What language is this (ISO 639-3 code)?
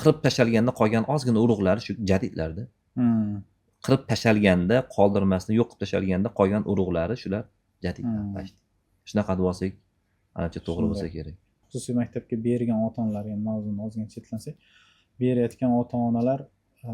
uzb